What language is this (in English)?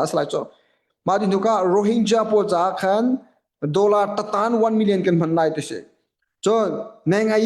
Hakha Chin